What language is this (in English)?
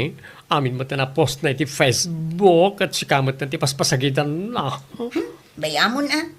Iloko